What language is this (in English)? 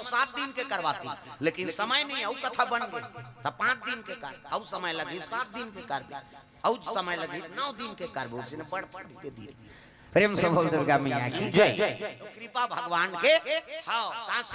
Chhattisgarhi